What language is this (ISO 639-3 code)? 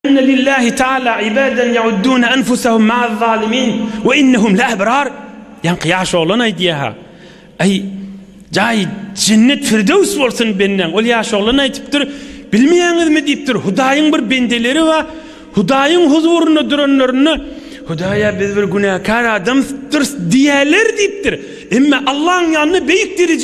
tuk